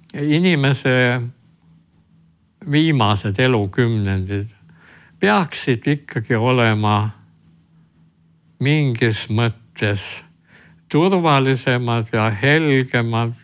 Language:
Estonian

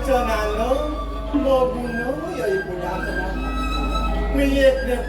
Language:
Balinese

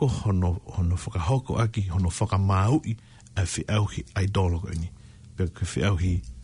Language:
Tongan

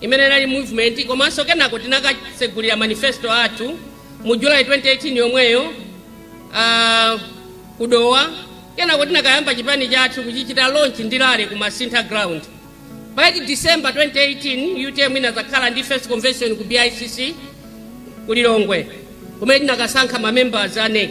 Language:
Nyanja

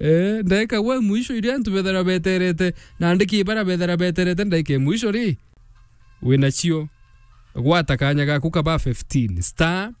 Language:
Meru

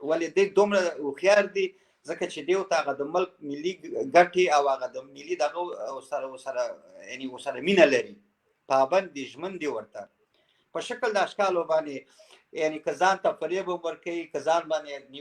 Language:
Pashto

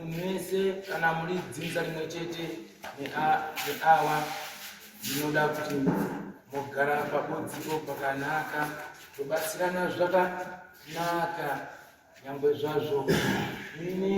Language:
Shona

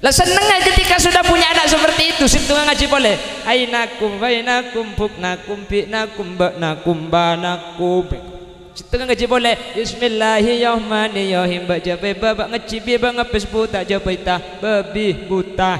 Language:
Madurese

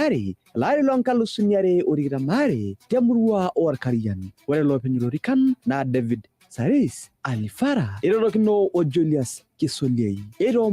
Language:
Masai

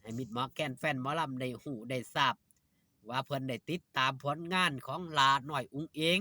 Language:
Northeastern Thai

